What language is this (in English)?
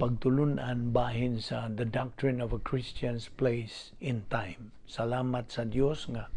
Cebuano